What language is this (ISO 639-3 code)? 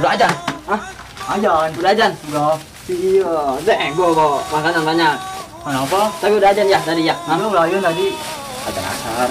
bew